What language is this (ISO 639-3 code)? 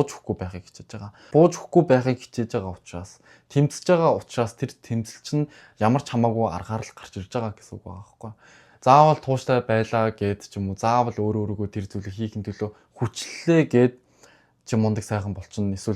mon